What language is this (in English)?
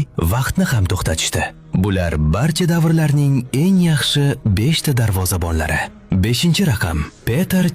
Uzbek